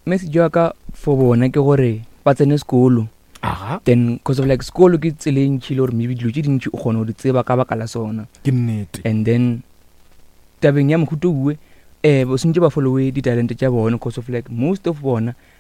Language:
Northern Sotho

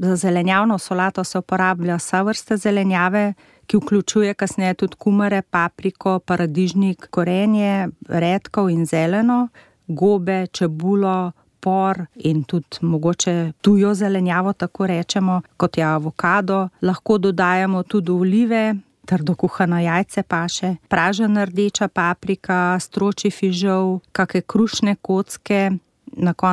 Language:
Slovenian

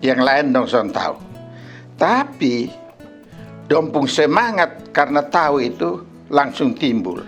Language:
Kupang Malay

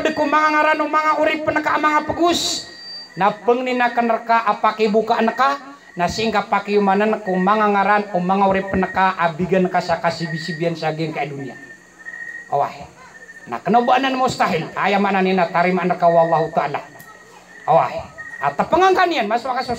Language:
Maranao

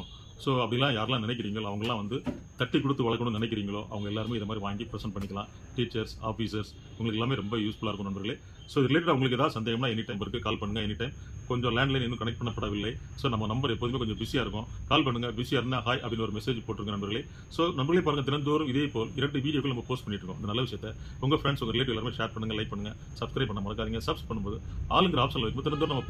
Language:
Tamil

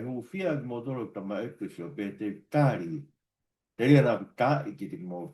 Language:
Tongan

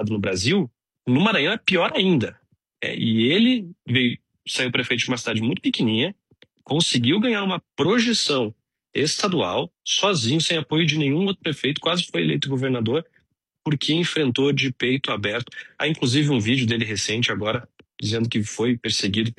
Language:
Portuguese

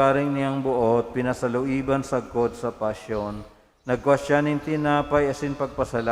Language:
Bikol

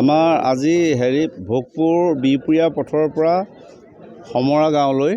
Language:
Assamese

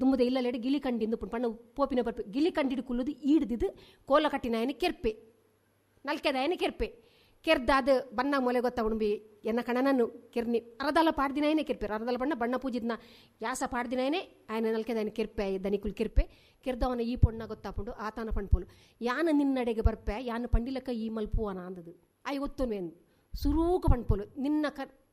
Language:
Tulu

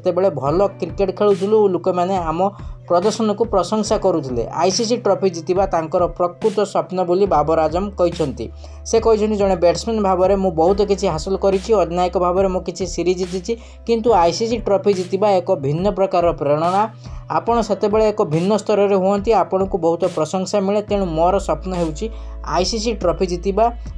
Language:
Odia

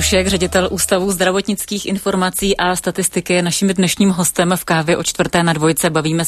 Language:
Czech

